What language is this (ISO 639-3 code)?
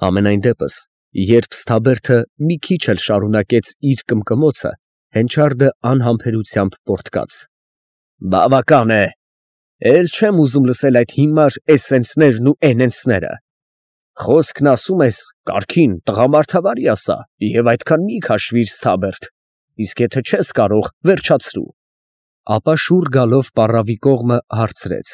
hye